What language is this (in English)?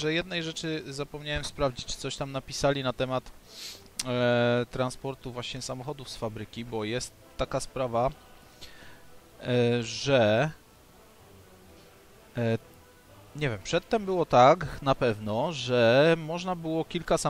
Polish